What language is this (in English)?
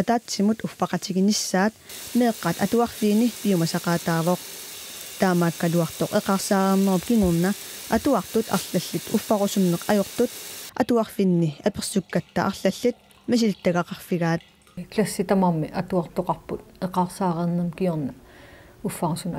Kalaallisut